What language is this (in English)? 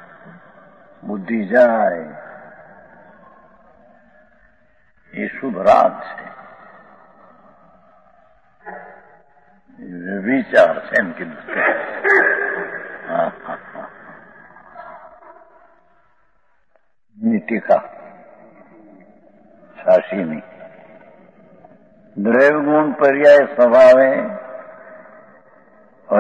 Gujarati